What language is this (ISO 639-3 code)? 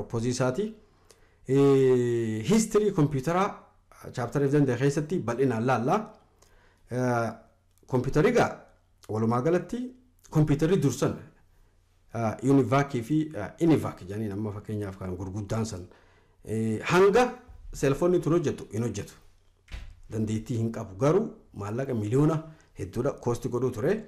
orm